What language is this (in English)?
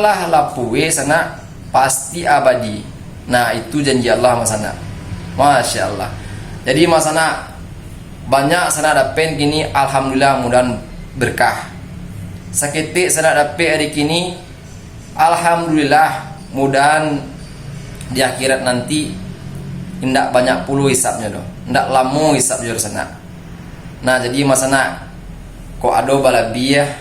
Minangkabau